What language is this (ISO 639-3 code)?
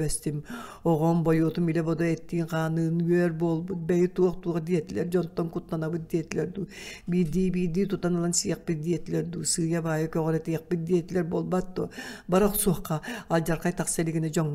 sah